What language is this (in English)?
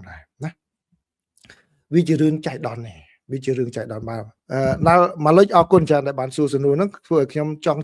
Khmer